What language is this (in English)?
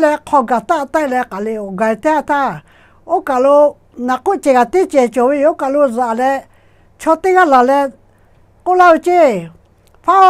Lahu